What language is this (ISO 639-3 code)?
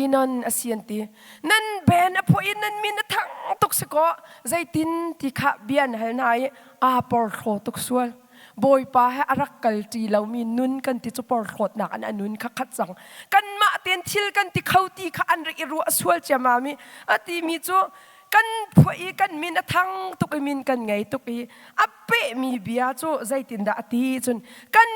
cnh